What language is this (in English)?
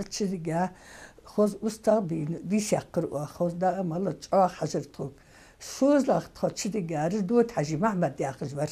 Ingush